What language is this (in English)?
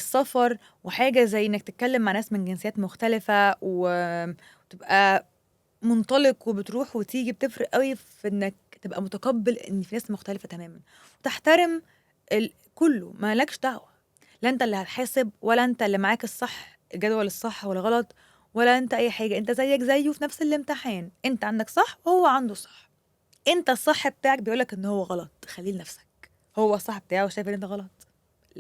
Egyptian Arabic